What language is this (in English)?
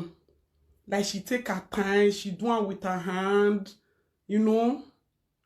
Nigerian Pidgin